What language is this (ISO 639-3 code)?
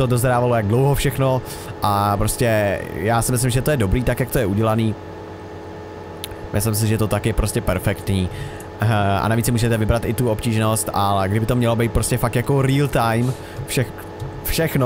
ces